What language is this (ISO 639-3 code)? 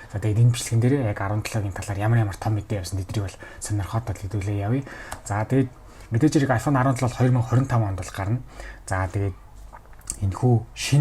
mon